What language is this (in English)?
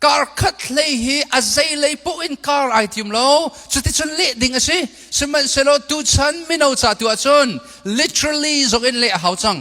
Hakha Chin